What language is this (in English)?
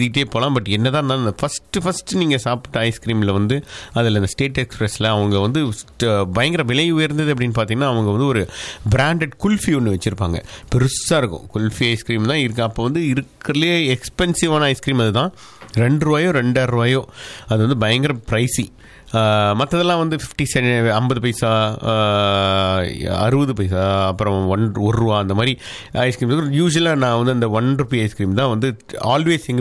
Tamil